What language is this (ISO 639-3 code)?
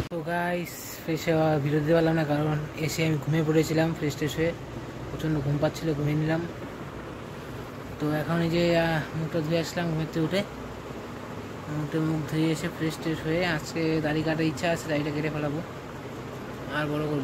ben